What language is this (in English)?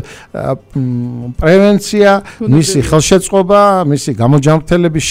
Georgian